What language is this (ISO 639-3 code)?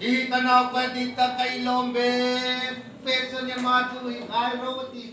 hmr